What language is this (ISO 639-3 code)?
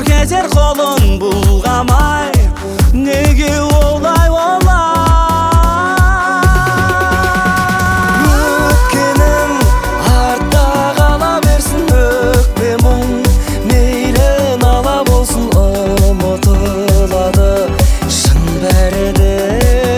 kaz